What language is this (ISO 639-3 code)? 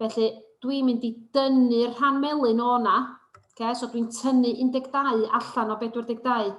cym